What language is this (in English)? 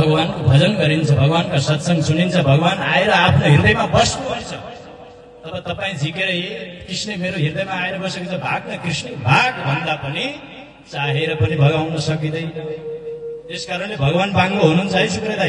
Nepali